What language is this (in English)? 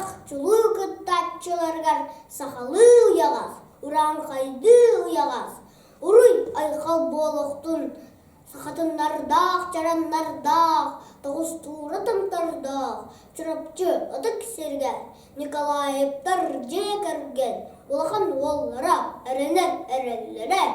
Yakut